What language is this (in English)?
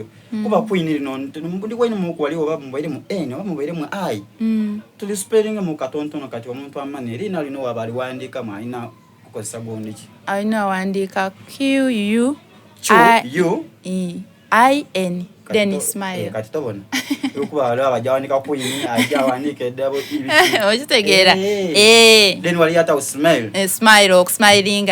Soga